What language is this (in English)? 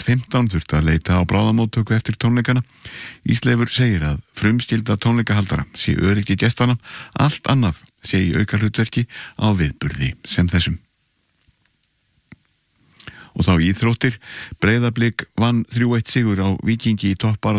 Icelandic